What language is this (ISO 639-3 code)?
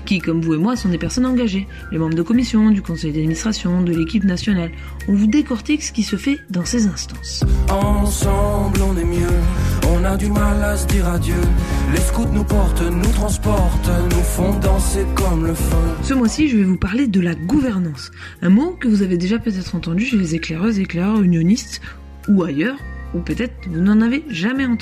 fra